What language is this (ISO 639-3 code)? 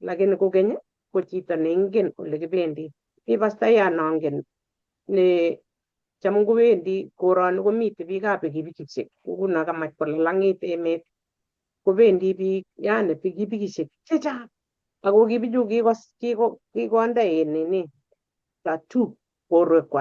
kln